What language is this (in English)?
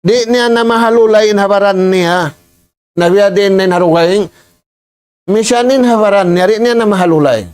Tausug